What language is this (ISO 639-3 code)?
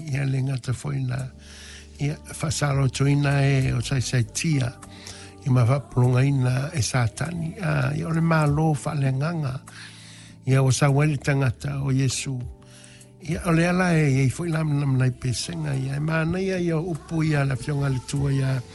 smo